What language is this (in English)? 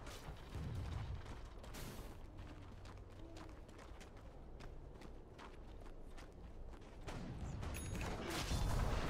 Russian